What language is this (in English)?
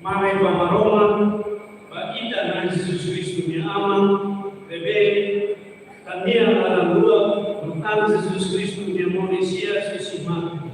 Tetum